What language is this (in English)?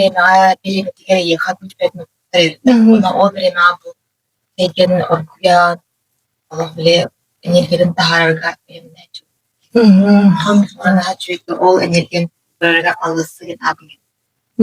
Yakut